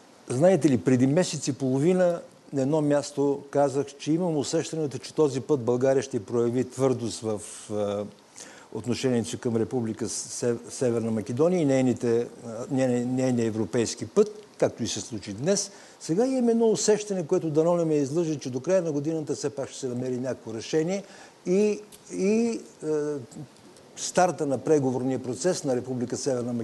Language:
Bulgarian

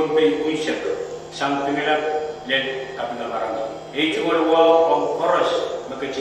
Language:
Pohnpeian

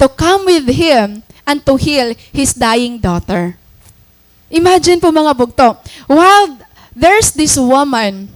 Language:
Waray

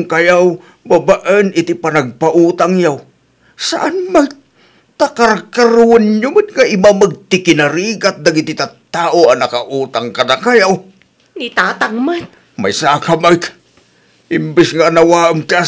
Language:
Iloko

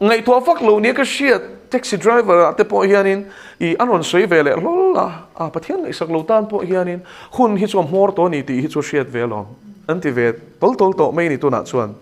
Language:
Mizo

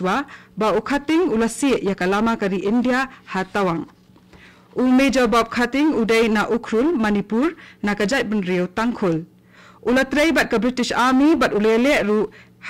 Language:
Khasi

